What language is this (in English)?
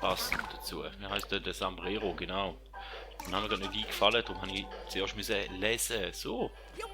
Swiss German